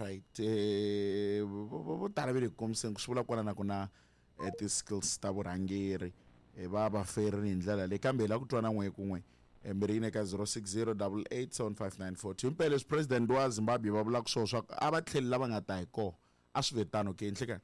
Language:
Tsonga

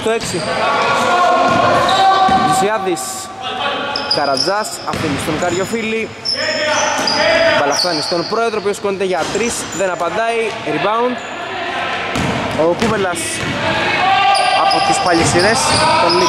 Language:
Greek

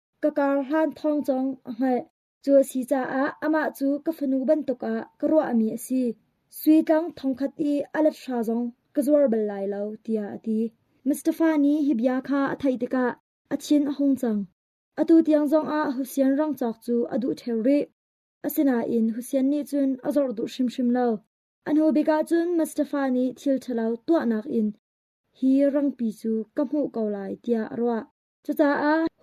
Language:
Hakha Chin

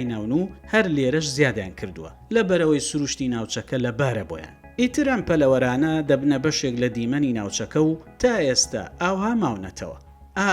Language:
Central Kurdish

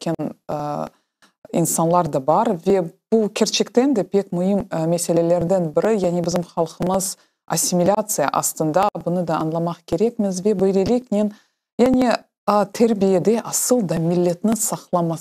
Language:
Crimean Tatar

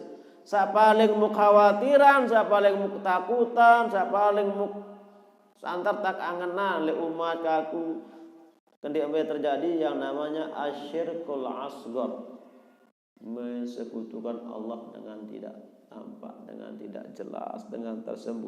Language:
Sasak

